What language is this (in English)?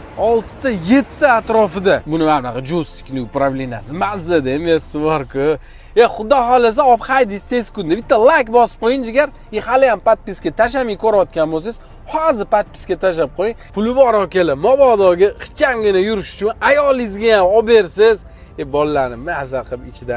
Uzbek